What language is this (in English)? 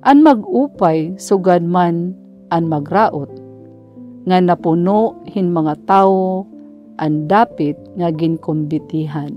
Waray